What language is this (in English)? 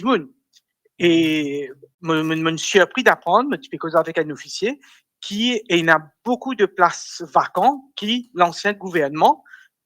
Morisyen